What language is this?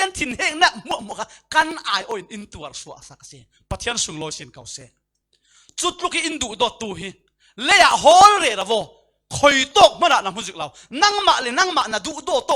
Falam Chin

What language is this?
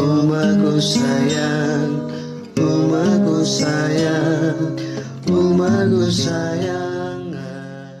Musi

